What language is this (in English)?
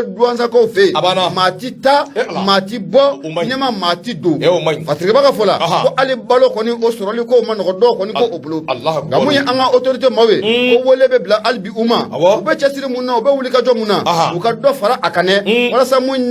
Bambara